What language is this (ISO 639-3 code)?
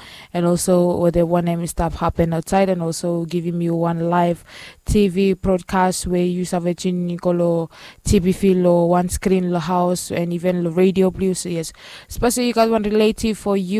bis